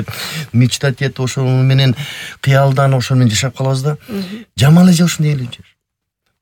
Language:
Kyrgyz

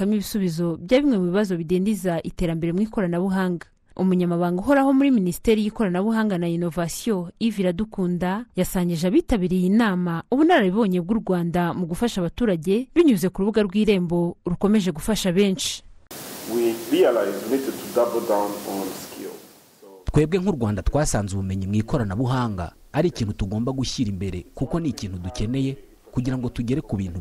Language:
Kinyarwanda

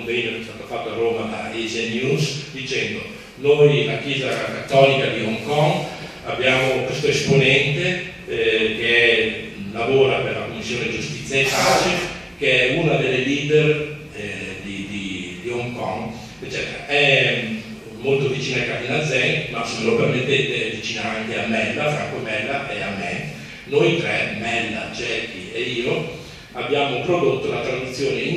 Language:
Italian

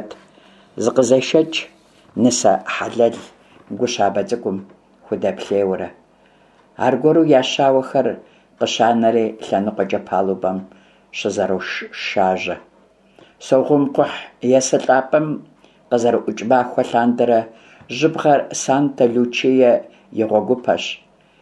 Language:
Kabardian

